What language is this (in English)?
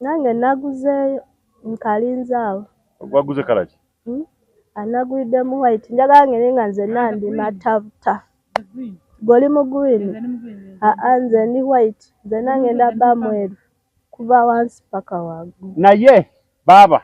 Ganda